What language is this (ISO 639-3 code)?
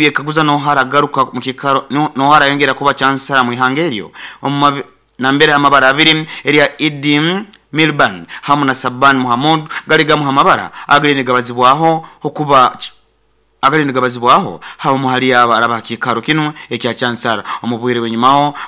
nyo